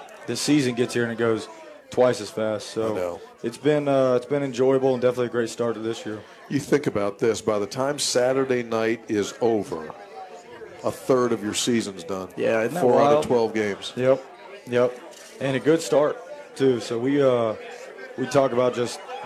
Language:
English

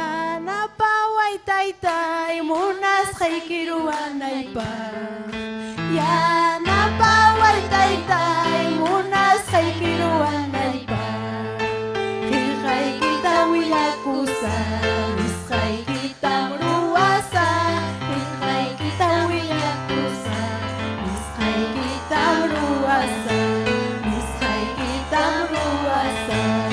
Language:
Ayacucho Quechua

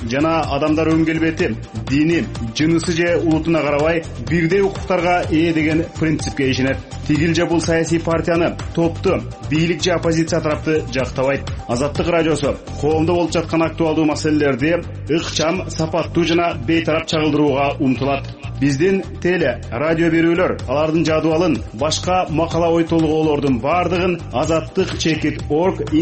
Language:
Kyrgyz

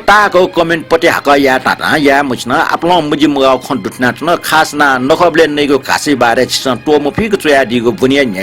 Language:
Newari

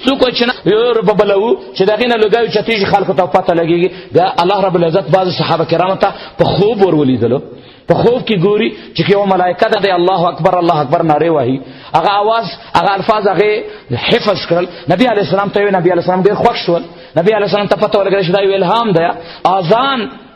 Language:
Pashto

